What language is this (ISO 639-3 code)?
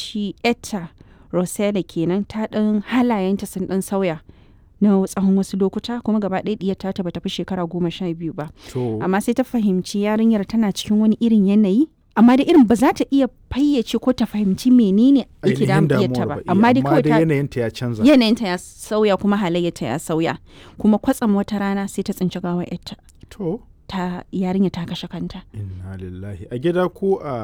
hau